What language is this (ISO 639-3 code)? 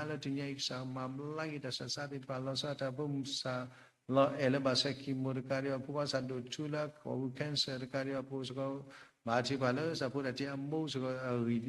ksw